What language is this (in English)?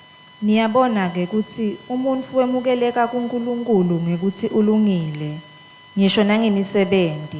Swati